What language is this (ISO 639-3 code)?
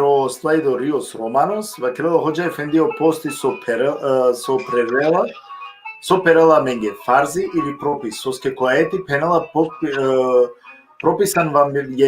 rmn